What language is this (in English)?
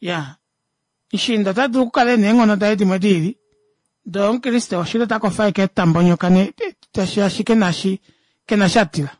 Kuanyama